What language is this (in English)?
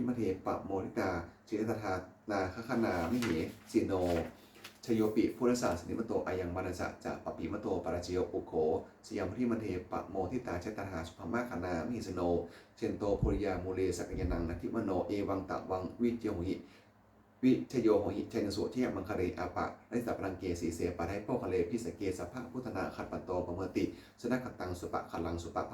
Pali